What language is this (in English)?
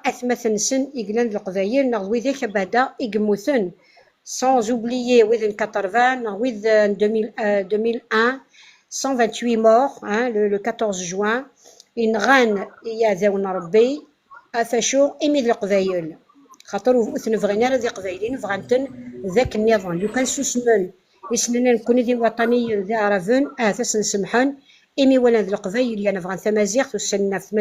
Kabyle